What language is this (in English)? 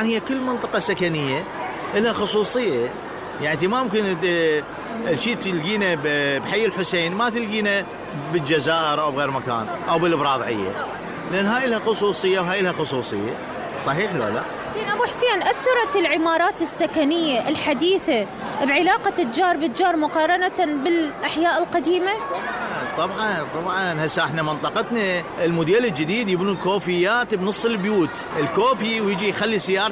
Mesopotamian Arabic